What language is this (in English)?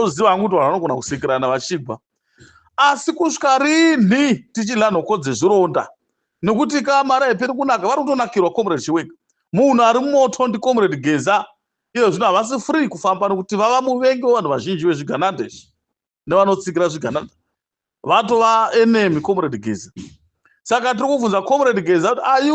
Shona